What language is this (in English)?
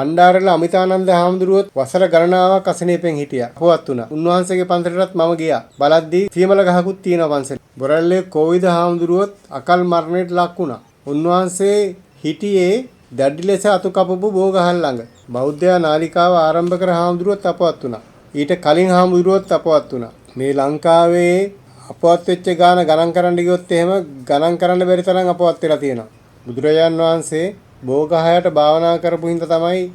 Sinhala